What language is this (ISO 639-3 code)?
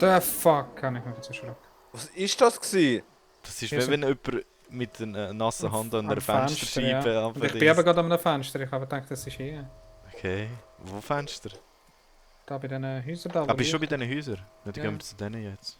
gsw